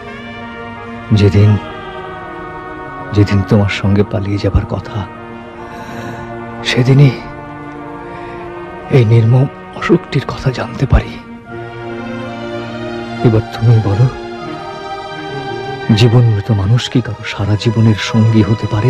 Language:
Bangla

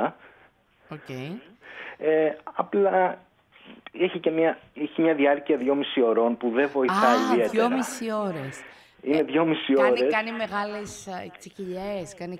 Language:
Greek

